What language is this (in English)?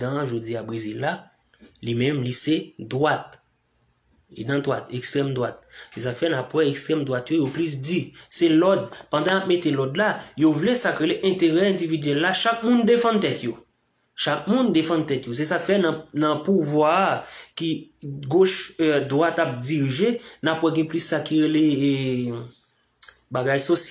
Haitian Creole